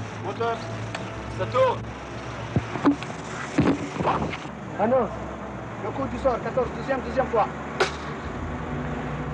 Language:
Tunisian Arabic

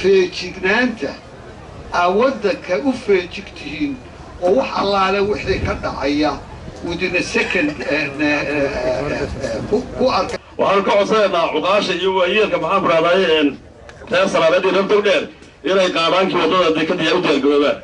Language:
Somali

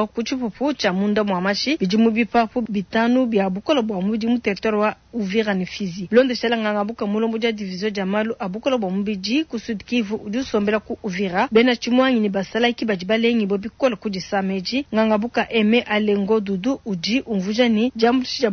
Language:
Luba-Lulua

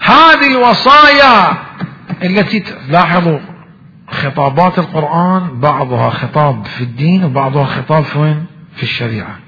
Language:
Mesopotamian Arabic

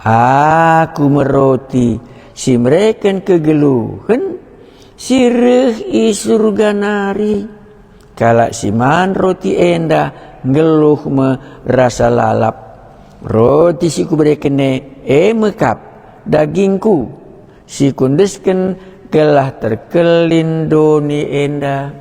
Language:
Batak Karo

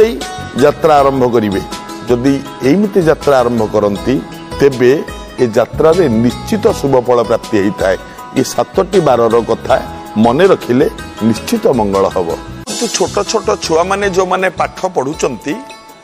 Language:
Odia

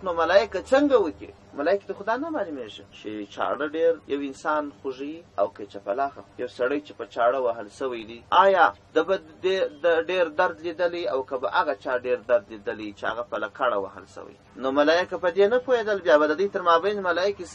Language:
Pashto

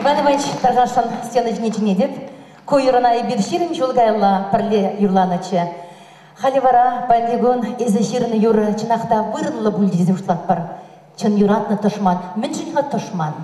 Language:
Chuvash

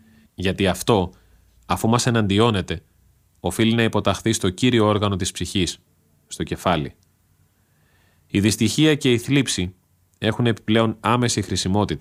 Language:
Greek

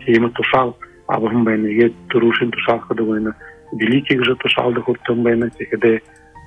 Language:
Buriat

